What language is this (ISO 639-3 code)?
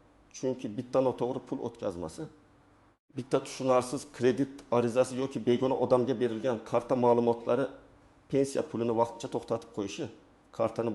uzb